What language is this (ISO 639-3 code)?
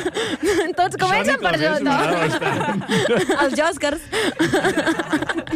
cat